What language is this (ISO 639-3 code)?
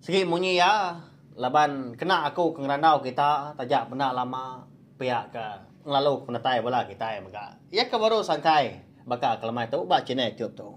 iba